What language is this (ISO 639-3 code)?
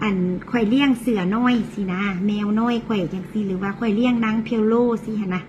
tts